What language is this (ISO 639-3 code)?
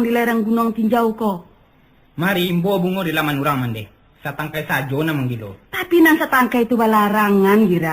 min